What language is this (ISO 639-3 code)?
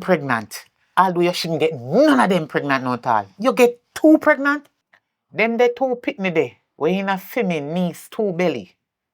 jam